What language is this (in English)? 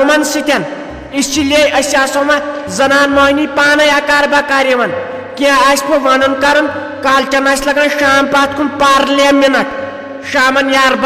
Kashmiri